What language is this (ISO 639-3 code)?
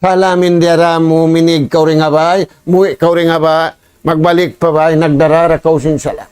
tsg